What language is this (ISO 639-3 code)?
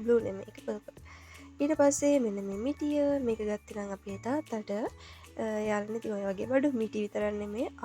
sin